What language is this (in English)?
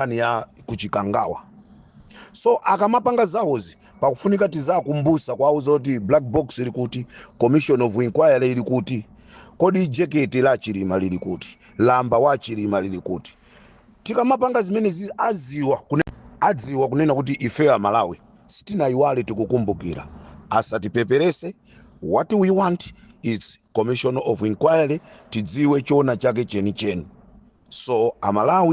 Nyanja